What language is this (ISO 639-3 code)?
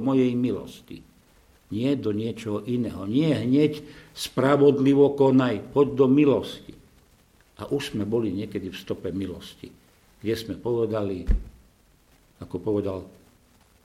slk